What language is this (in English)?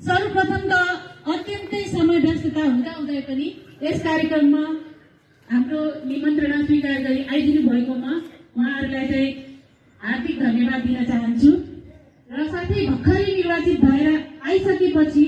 Nepali